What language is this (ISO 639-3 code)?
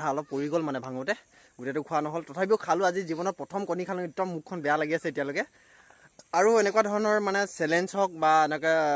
asm